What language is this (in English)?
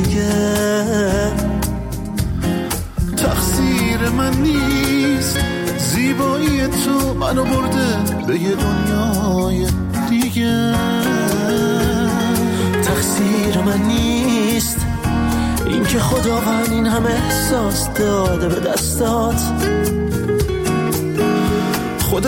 Persian